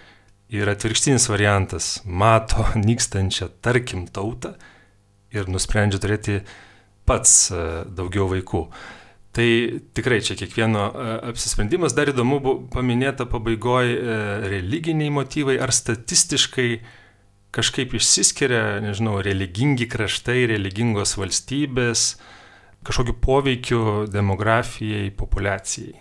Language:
Lithuanian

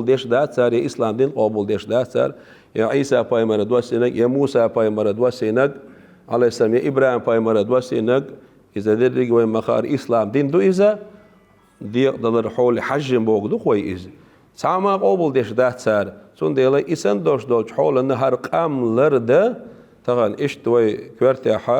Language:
Chechen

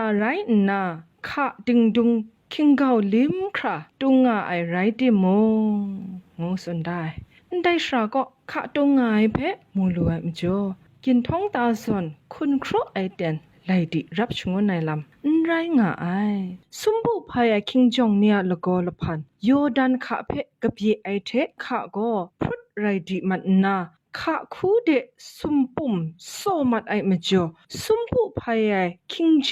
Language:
Kachin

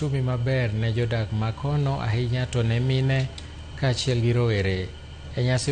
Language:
Luo (Kenya and Tanzania)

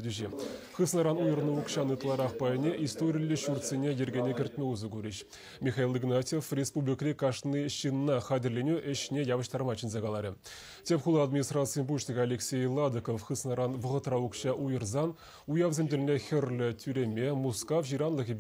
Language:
Chuvash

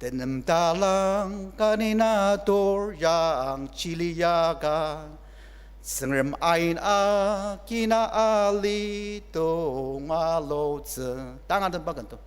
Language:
Ao Naga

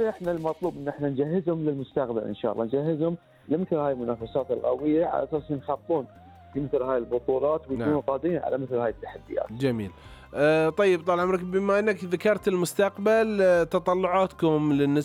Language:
Gulf Arabic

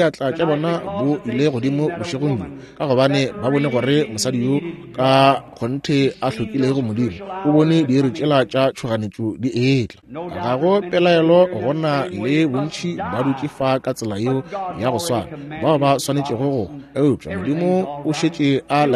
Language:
Northern Sotho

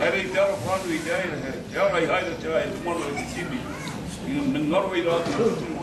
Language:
Māori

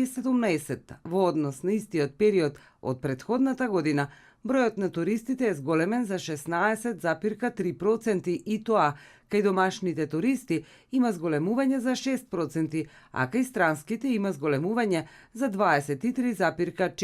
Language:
Macedonian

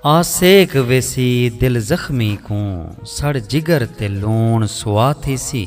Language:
Saraiki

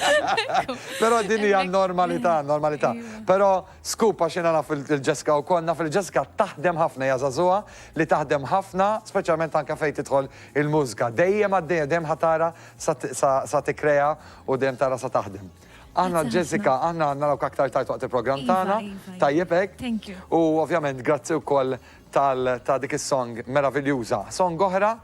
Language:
Maltese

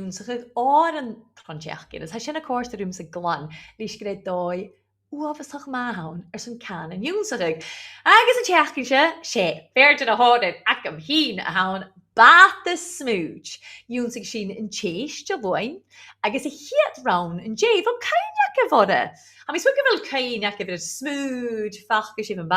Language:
Scottish Gaelic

